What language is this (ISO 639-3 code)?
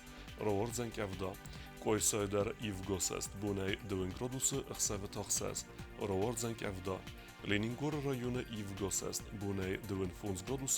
oss